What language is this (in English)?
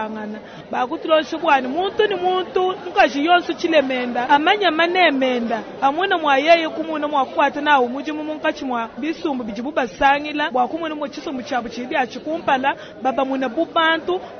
Luba-Lulua